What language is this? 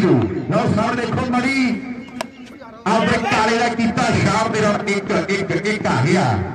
Punjabi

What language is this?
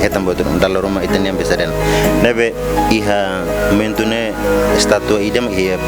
Tetum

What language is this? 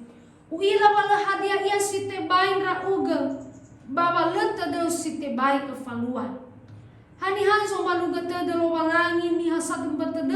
Nias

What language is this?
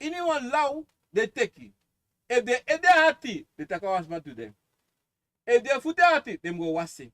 Sranan Tongo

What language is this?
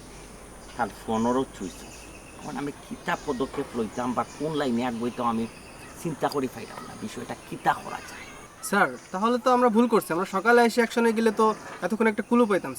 Sylheti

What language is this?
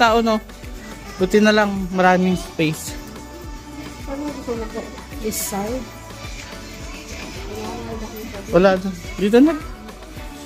Filipino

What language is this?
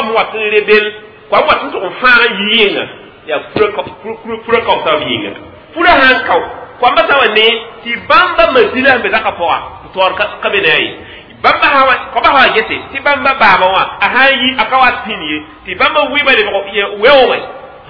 Mossi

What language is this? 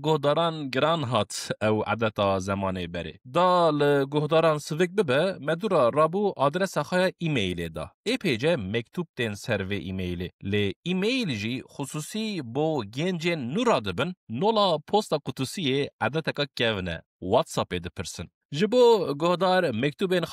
Kurdish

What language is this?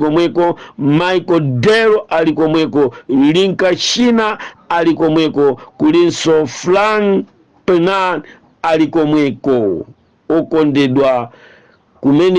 Nyanja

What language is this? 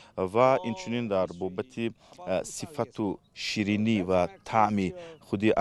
Tajik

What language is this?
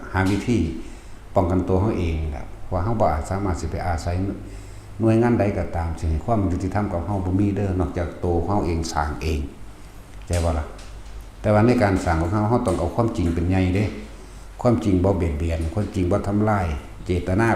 Northeastern Thai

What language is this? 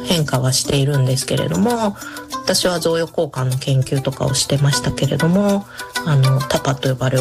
Japanese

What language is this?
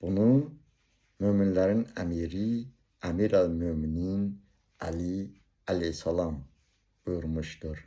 Azerbaijani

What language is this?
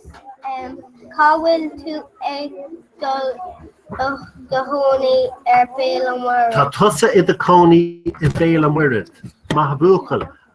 Irish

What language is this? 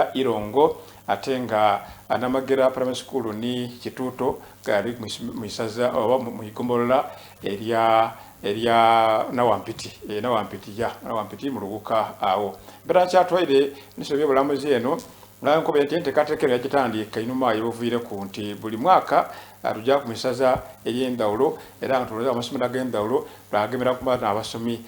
Soga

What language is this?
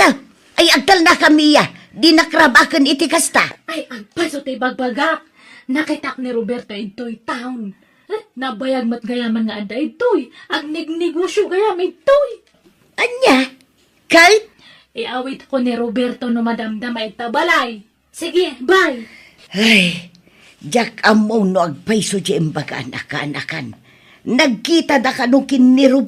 Iloko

